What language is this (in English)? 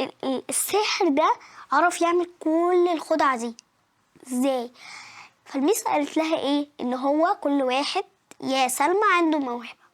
Egyptian Arabic